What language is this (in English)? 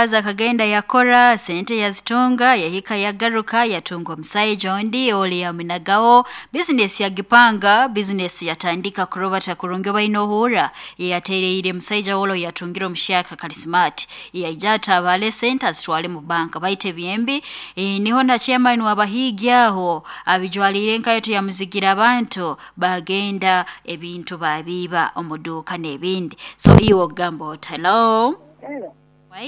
Nyoro